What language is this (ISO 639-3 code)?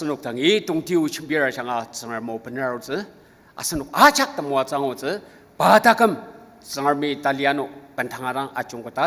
njo